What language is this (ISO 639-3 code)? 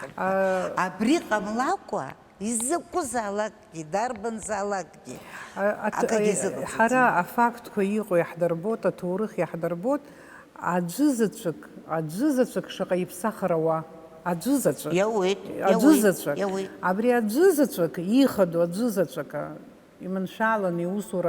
abk